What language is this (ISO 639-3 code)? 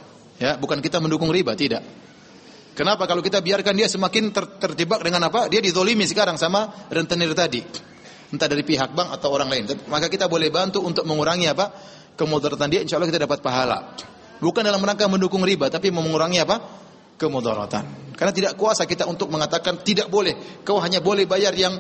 ind